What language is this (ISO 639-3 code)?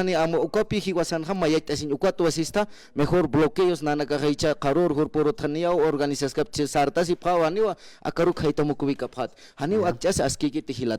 aym